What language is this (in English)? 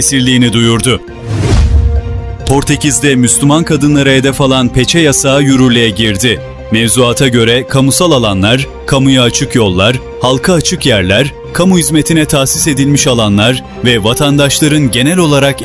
Turkish